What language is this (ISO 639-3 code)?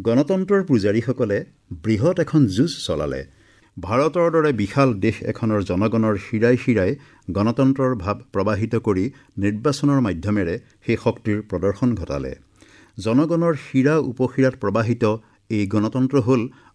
asm